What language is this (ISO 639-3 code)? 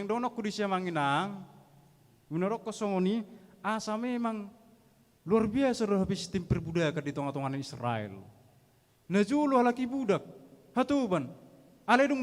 bbc